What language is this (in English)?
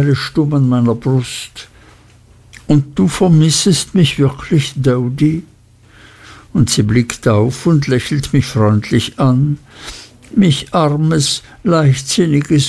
German